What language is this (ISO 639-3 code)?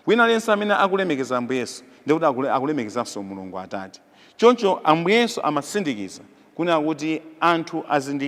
nya